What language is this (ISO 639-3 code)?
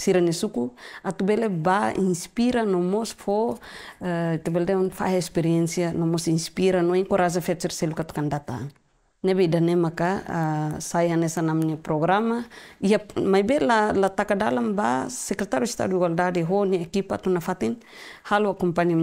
tet